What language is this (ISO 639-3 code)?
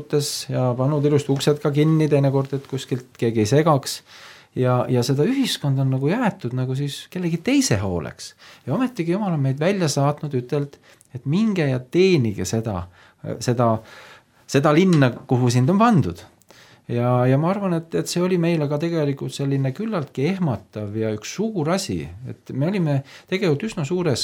est